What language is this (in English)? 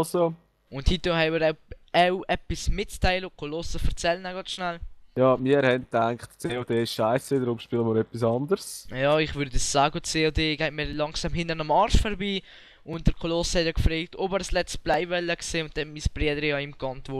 Swiss German